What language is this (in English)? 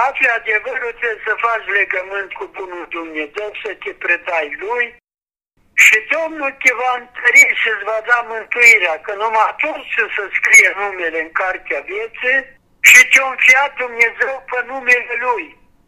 Romanian